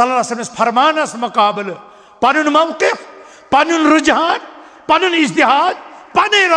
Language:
Kashmiri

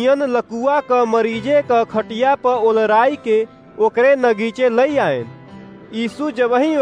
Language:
Awadhi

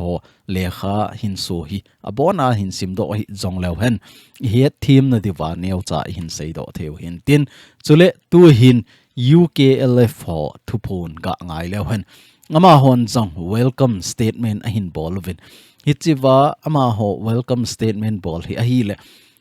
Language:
Thado Chin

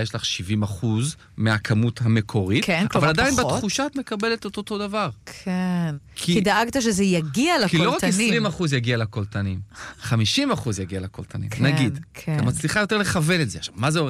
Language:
Hebrew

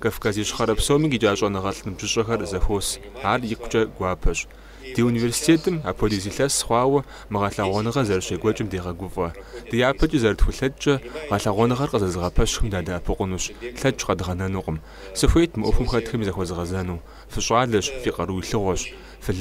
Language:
Kabardian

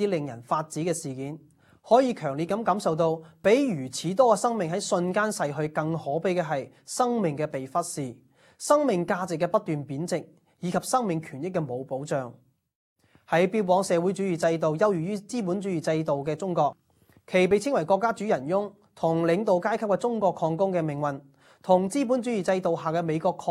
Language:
Cantonese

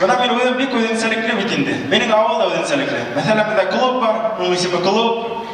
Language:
Bashkir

